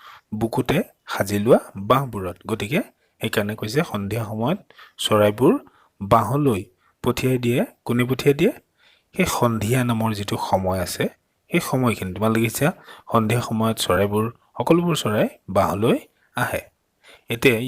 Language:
Assamese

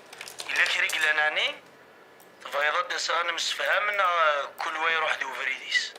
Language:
Kabyle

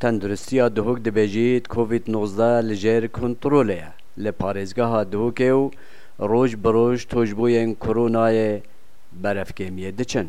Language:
Kurdish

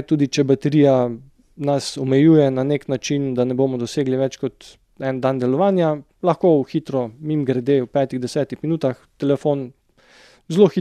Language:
Slovenian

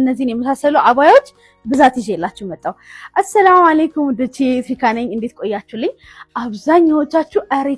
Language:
Amharic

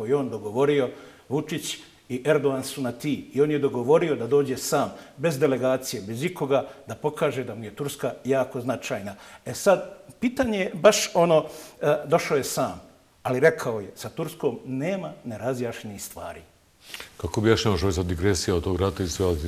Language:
Bosnian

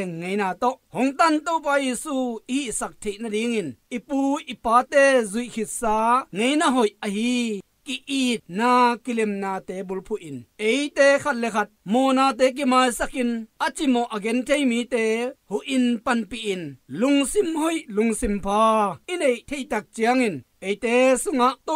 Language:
Tedim Chin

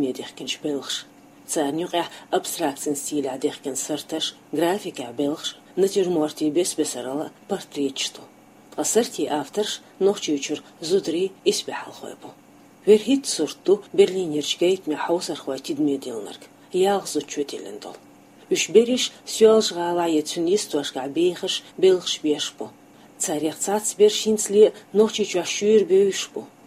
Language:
Chechen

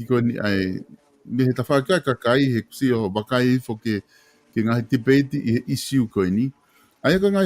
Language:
Tongan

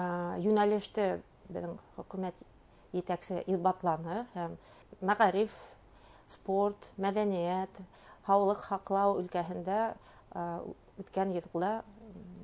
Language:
Bashkir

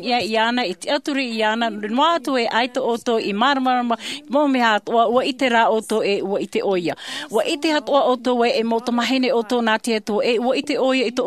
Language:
Tahitian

